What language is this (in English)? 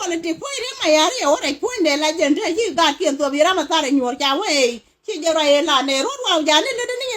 Nuer